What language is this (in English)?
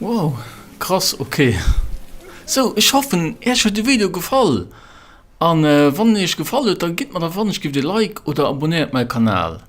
Luxembourgish